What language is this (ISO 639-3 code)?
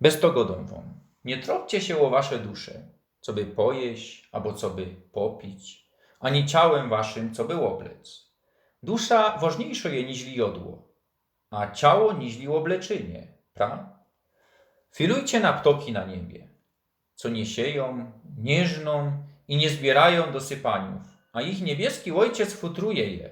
szl